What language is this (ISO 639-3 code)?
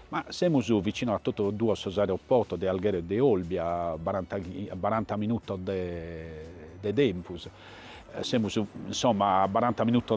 srd